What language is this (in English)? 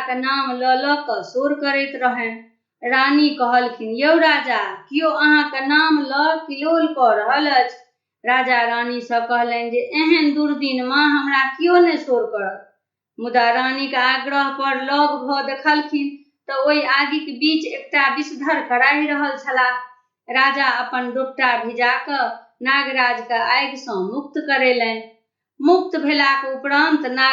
Maithili